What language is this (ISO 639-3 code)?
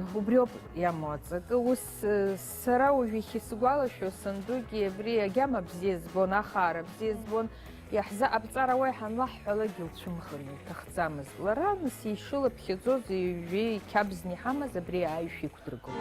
abk